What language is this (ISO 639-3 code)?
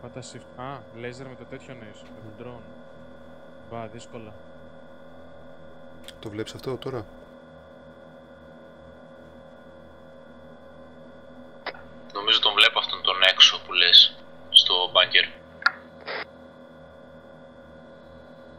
ell